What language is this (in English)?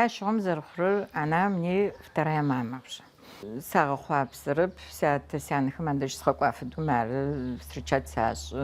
Adyghe